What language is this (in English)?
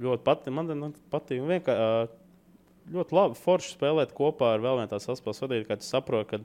Latvian